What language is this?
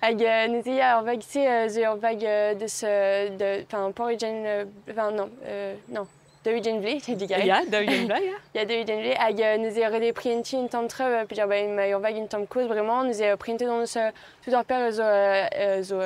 Breton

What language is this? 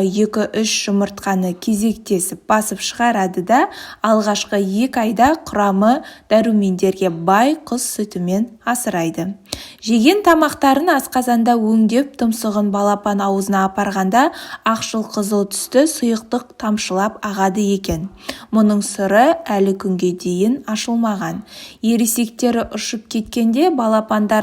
Kazakh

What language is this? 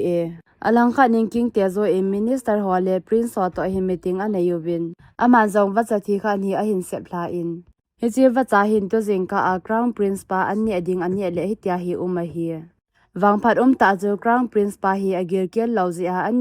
Thado Chin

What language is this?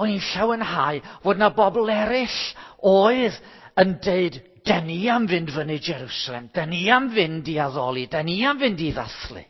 Welsh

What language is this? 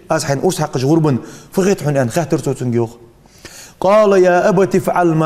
Ingush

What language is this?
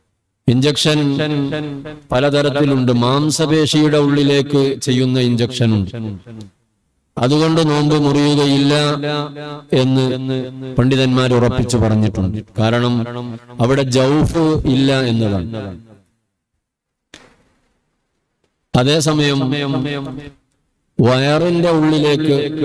Malayalam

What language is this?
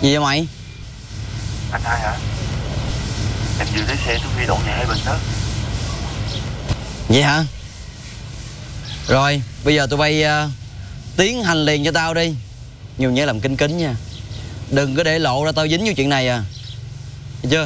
Vietnamese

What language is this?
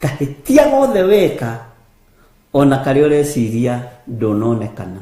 Kikuyu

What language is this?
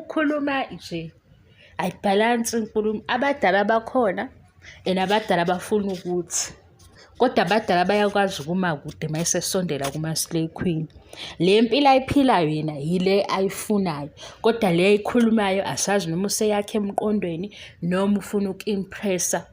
Zulu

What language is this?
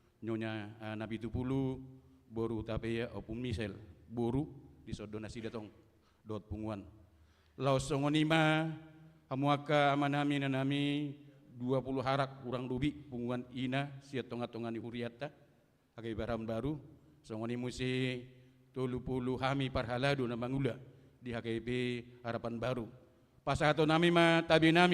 Batak Toba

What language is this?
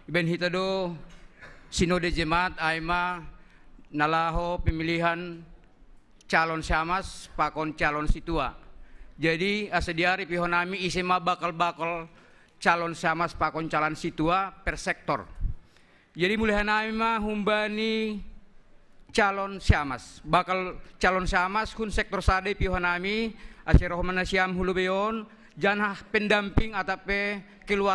Batak Simalungun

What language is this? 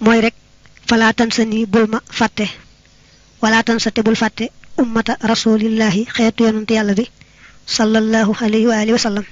Wolof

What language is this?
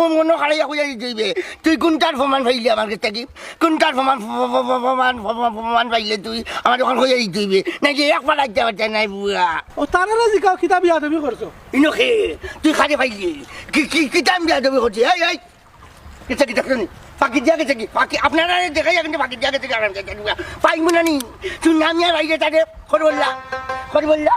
Sylheti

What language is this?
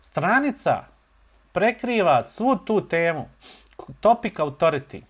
Bosnian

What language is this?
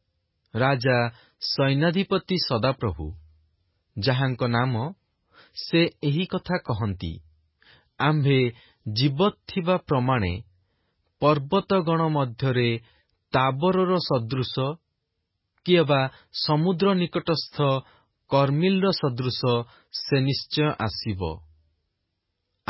Odia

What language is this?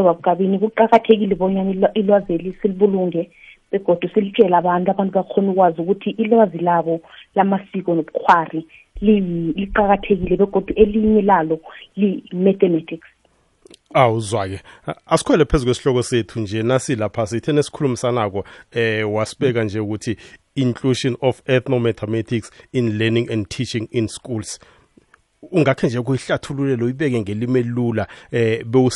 South Ndebele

